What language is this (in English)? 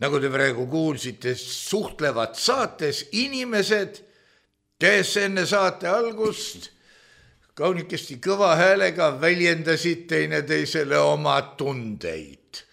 Estonian